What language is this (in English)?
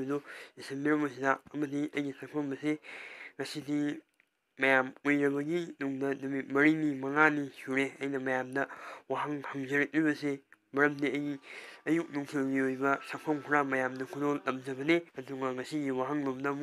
Manipuri